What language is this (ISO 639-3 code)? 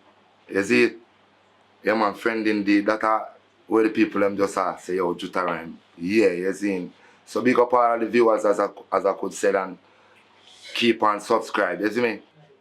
jam